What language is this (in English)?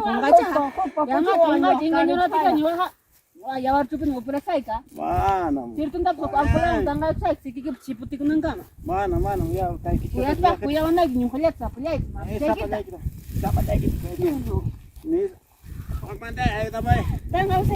Ayacucho Quechua